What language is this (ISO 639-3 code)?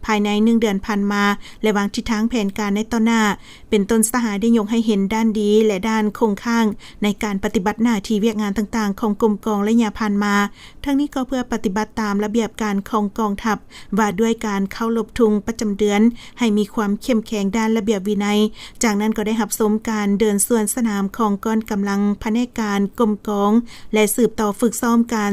lao